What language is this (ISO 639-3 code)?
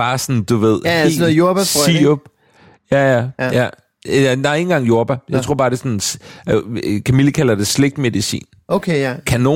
dan